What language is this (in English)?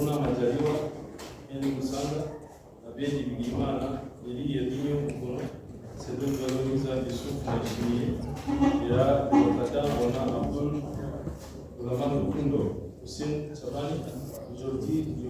Rundi